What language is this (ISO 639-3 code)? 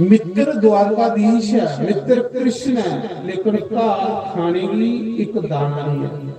doi